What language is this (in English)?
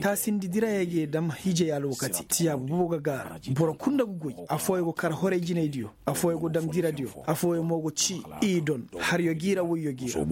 Zarma